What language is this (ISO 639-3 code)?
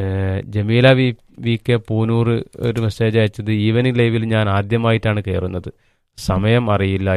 mal